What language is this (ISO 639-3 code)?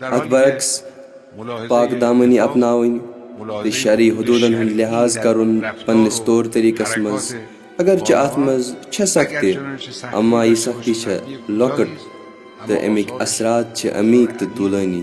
kas